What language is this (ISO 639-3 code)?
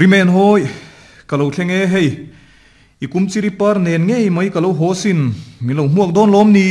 lus